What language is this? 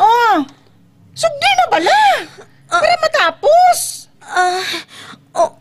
Hiligaynon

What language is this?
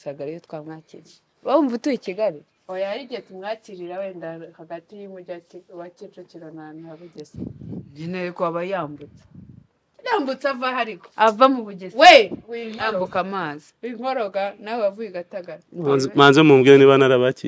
Kinyarwanda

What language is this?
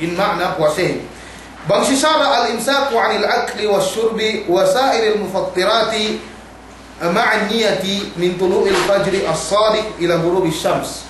Yakan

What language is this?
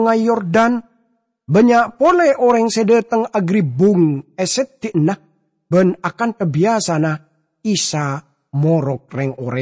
Madurese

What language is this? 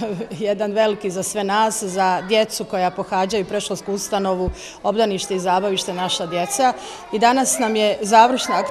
Bosnian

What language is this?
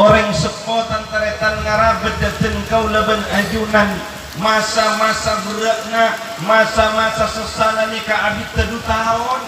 Madurese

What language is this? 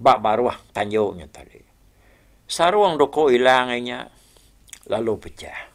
Iban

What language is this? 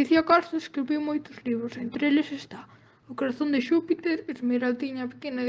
Galician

